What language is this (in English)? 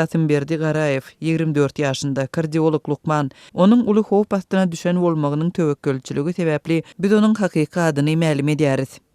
Turkmen